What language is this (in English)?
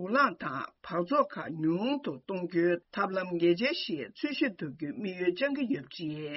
Tibetan